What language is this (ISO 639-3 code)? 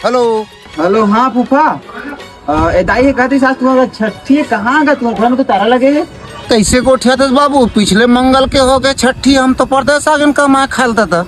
hne